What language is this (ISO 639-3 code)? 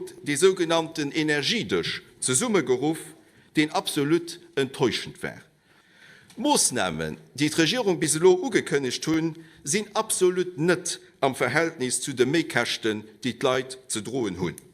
ltz